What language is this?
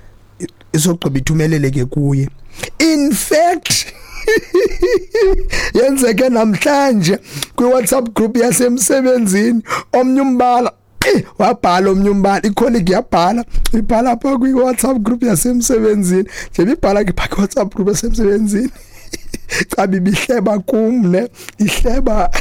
Xhosa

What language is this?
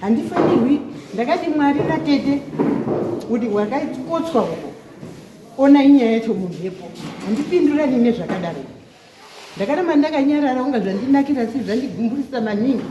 Shona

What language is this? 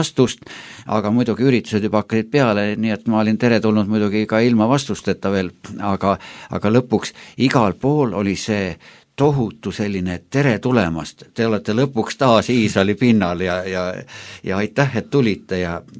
Estonian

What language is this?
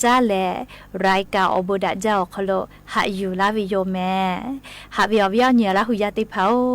Lahu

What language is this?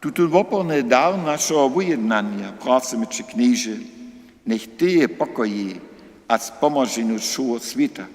Upper Sorbian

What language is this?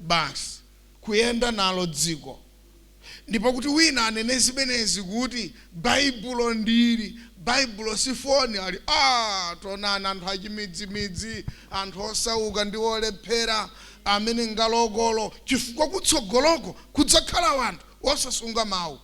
Nyanja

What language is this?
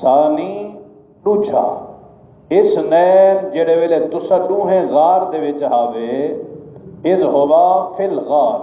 Saraiki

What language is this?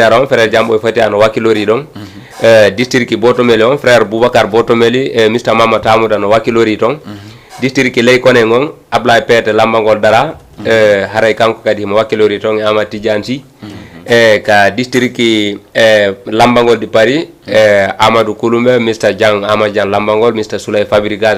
Fula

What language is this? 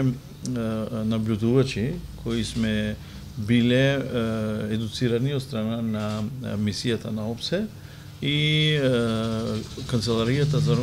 Macedonian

